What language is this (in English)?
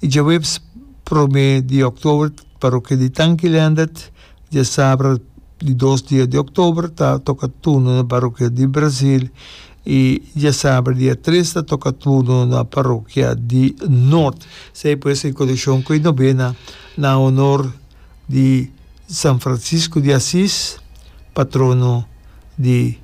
Papiamento